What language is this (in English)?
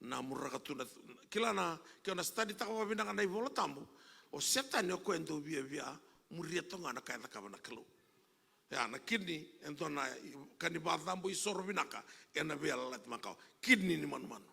Fijian